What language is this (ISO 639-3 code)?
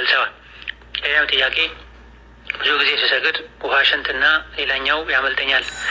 amh